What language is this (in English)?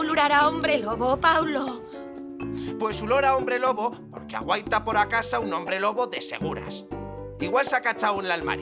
Aragonese